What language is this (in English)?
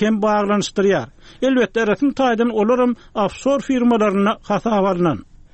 Turkmen